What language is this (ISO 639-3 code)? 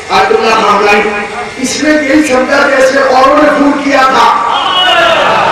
urd